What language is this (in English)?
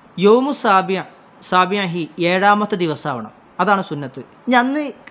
Malayalam